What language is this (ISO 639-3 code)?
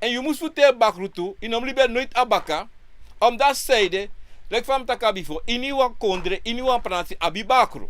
srn